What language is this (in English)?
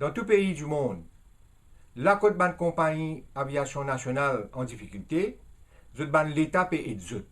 Morisyen